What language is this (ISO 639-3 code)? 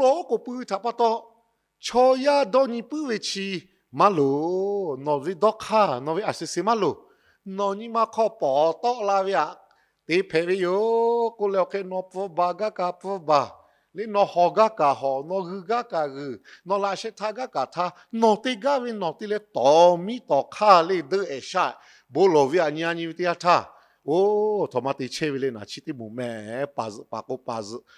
lhu